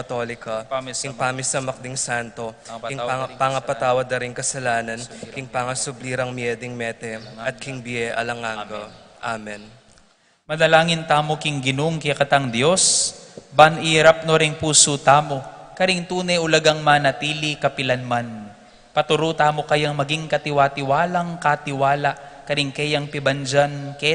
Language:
Pampanga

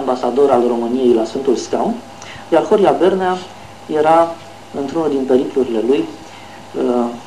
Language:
Romanian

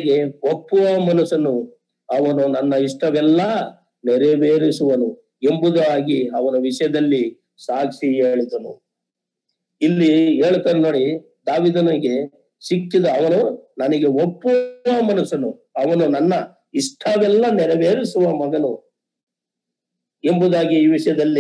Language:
Kannada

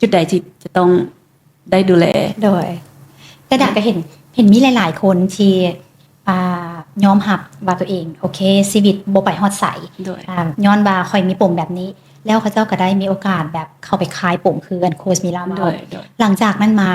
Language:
Lao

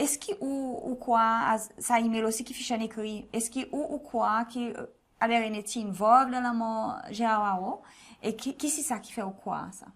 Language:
Seselwa Creole French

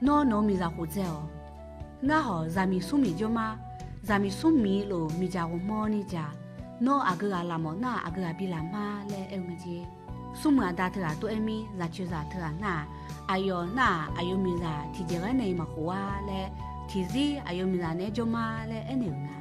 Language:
Akha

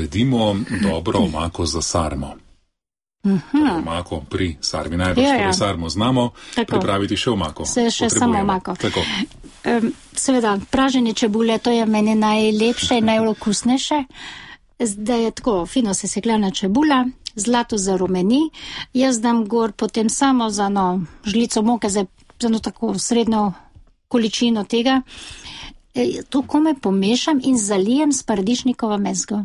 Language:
Slovenian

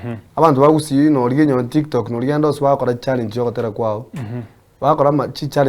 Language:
Gusii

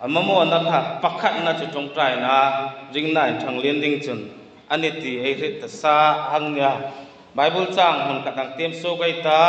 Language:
Hmar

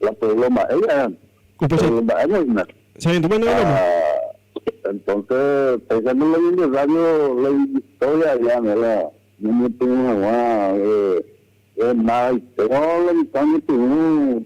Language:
Guarani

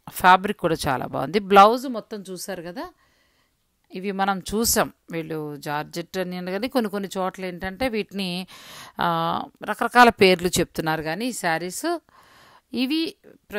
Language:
Telugu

